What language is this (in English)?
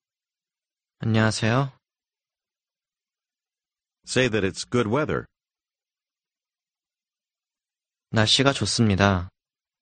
Korean